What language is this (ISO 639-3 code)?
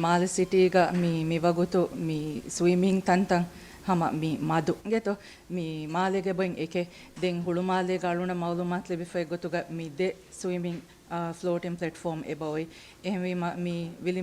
div